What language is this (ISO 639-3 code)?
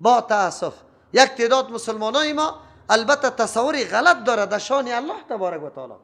fas